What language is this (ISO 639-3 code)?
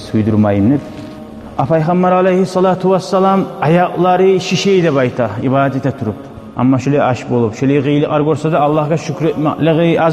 kum